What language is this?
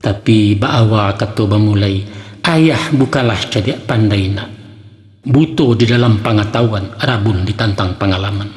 Minangkabau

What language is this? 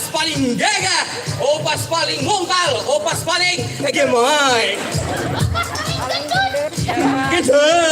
Banjar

